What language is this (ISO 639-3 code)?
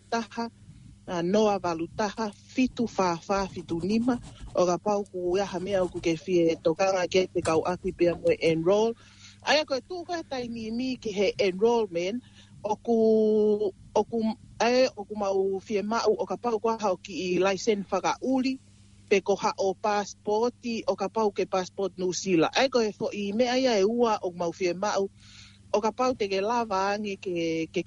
ton